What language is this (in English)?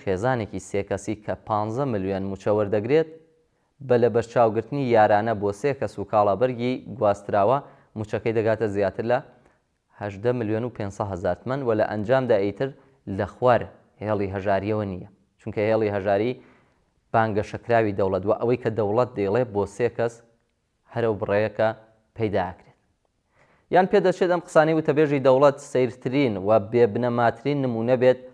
Central Kurdish